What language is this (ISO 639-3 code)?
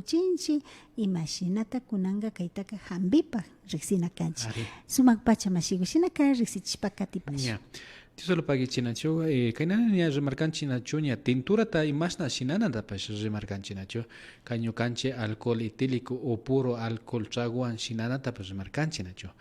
qvi